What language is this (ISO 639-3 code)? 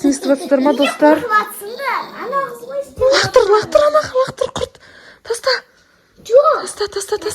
kaz